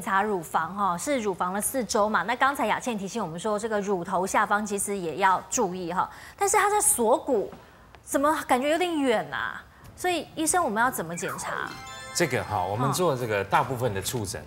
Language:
Chinese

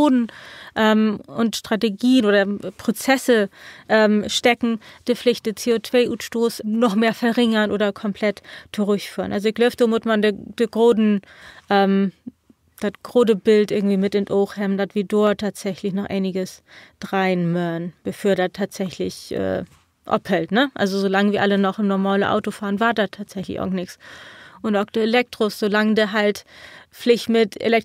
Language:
Low German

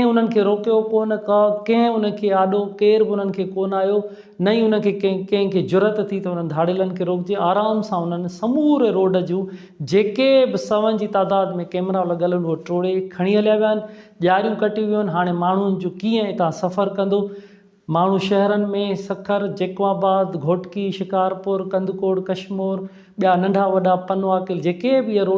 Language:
Sindhi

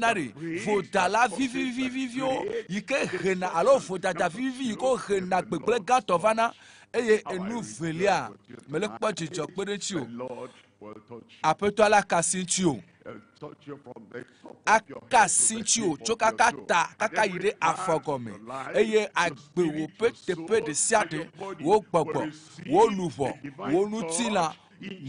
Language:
Ewe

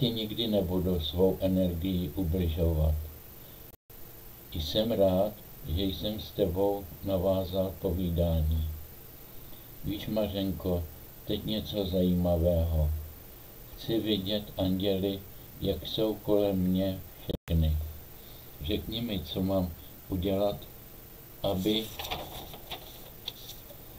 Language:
Czech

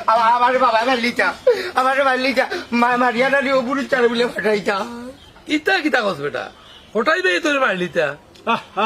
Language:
Sylheti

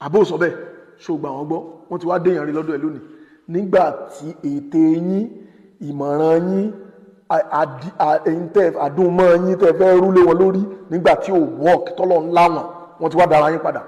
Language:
Yoruba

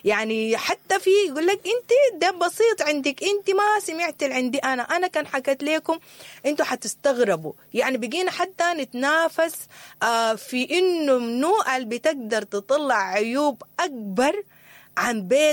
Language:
Sudanese Arabic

